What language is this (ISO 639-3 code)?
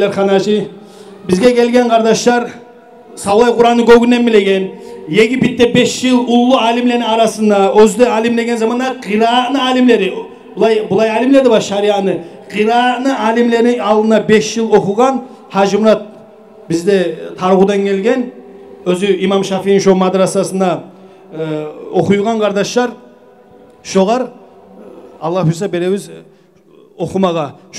kum